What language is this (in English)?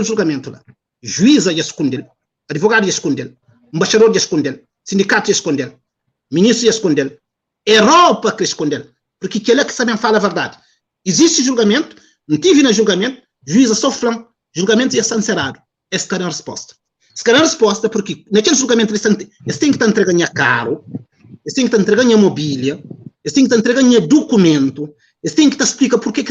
Kabuverdianu